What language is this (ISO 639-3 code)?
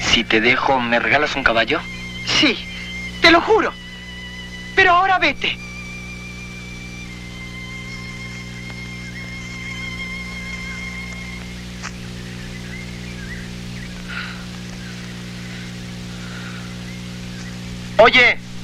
spa